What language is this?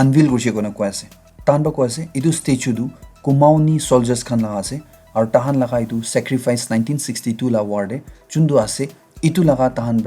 Naga Pidgin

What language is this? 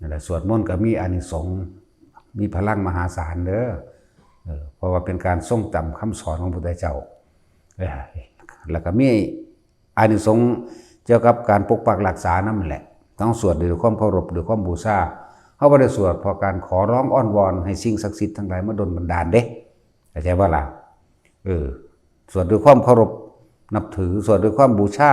Northeastern Thai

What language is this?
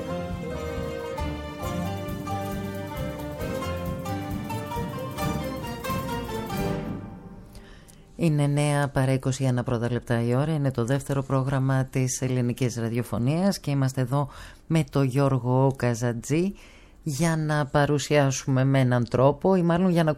Greek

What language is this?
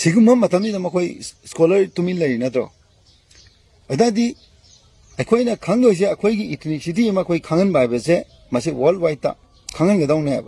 Manipuri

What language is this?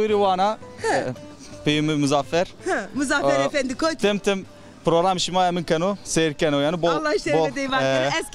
Zaza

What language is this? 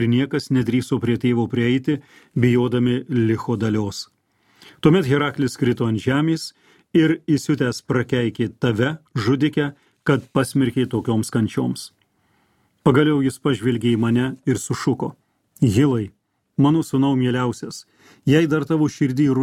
Lithuanian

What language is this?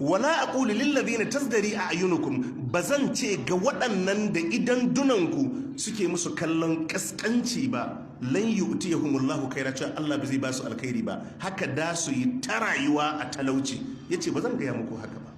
Hausa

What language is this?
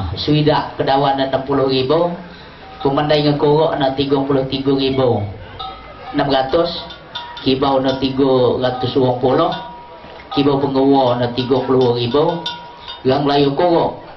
Lampung Nyo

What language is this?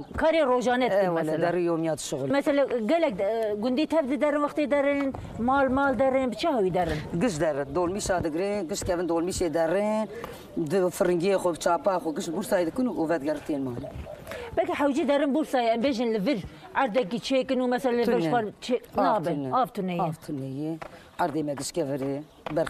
Kurdish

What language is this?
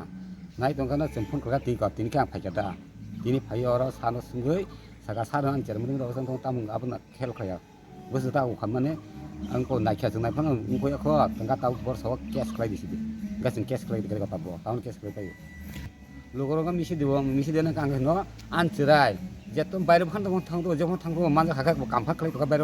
Kok Borok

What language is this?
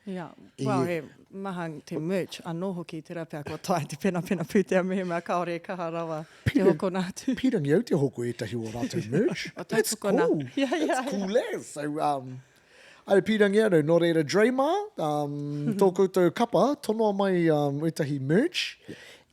Māori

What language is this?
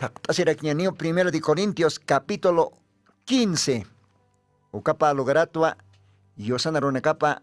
Aymara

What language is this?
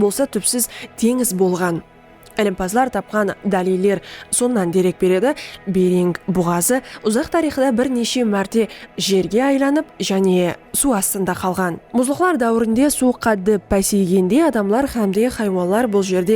Kara-Kalpak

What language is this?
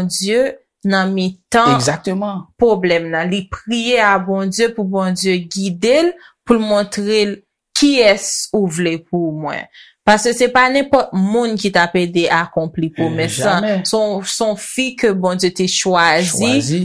Haitian Creole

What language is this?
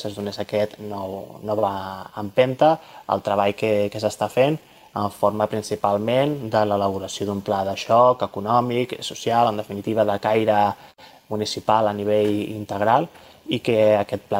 Catalan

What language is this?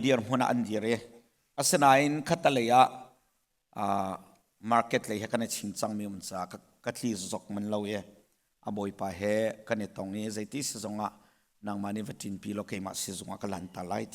Hakha Chin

